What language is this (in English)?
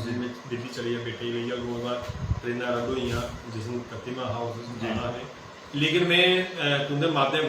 Dogri